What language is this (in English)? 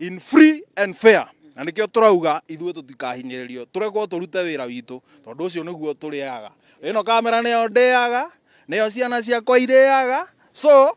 Kikuyu